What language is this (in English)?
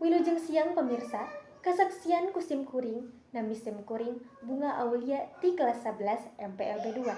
Sundanese